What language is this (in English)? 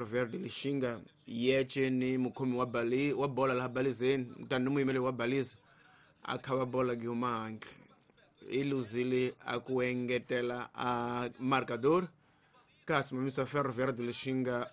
Tsonga